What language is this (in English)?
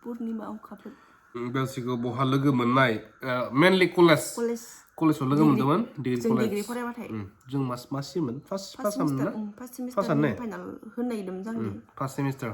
Bodo